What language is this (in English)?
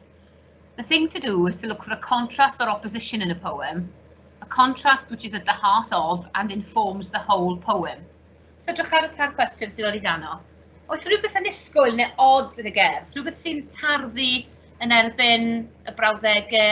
Welsh